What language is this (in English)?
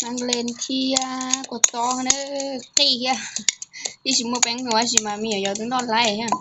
Hmong